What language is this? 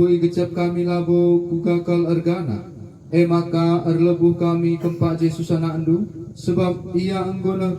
Batak Karo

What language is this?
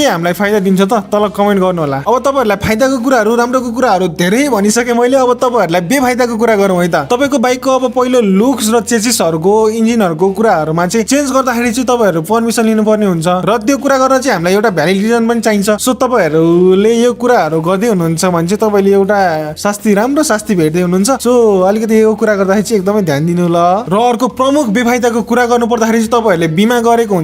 Nepali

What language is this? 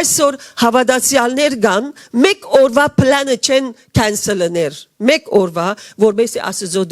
Western Armenian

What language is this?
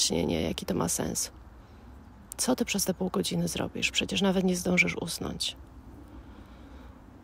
Polish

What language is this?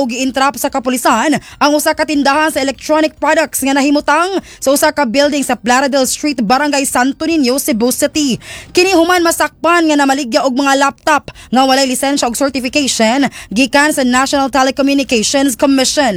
Cebuano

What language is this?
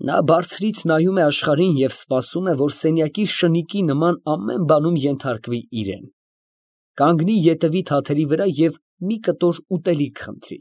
Armenian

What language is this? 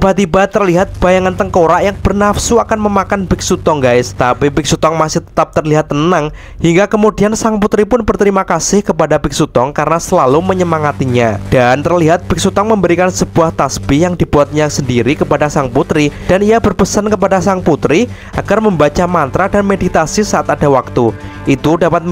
Indonesian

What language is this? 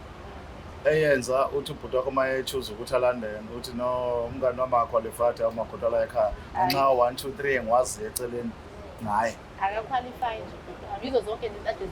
Zulu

